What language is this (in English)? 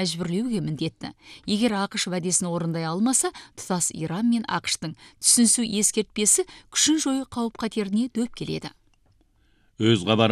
Kazakh